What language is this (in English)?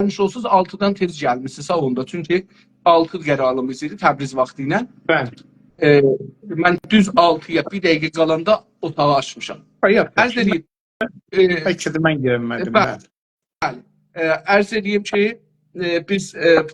South Azerbaijani